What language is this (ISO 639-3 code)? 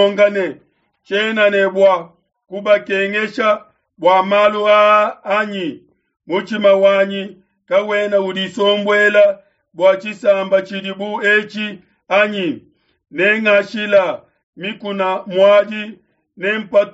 lua